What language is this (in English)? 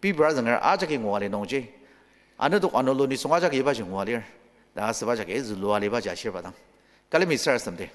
Ao Naga